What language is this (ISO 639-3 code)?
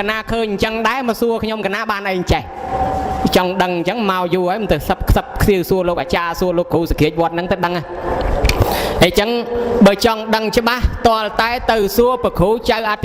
khm